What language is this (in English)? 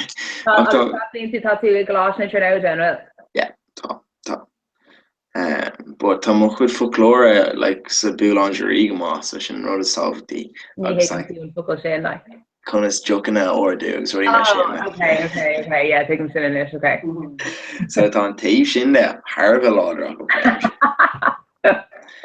Irish